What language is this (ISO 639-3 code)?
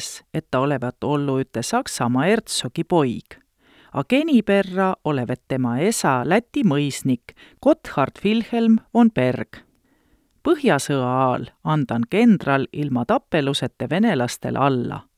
est